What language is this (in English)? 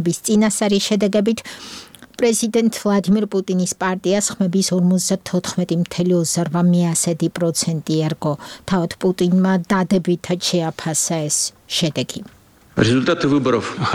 Georgian